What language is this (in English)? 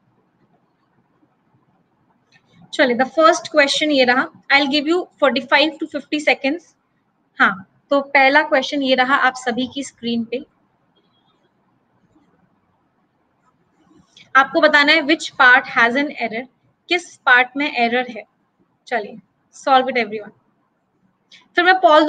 Hindi